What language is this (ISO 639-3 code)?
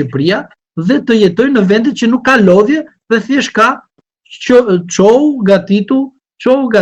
sqi